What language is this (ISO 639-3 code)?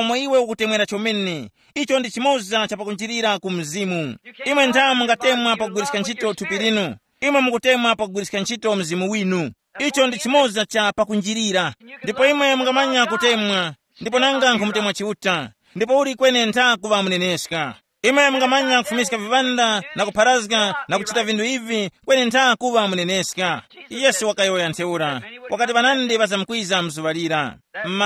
tum